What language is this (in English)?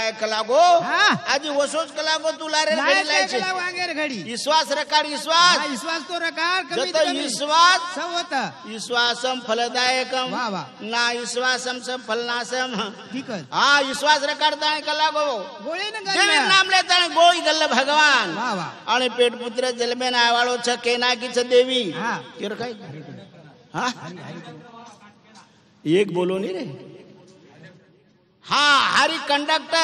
Lambadi